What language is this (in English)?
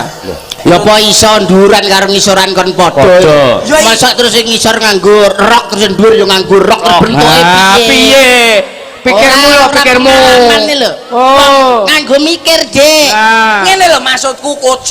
Javanese